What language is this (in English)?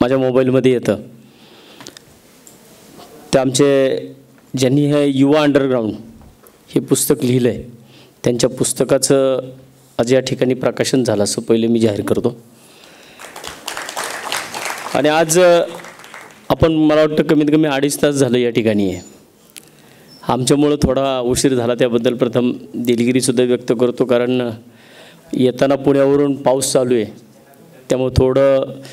Marathi